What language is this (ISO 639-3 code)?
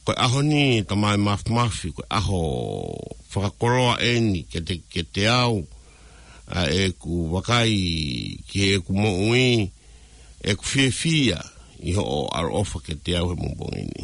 ton